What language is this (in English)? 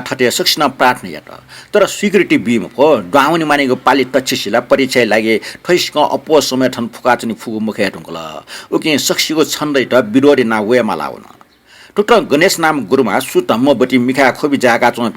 Newari